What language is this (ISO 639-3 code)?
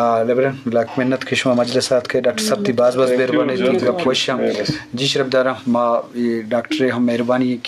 bgp